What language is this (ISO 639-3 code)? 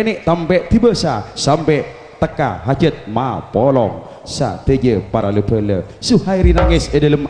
mad